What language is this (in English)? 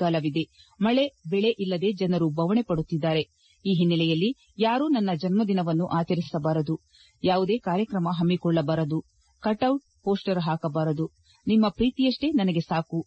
Kannada